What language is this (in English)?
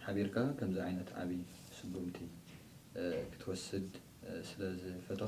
Tigrinya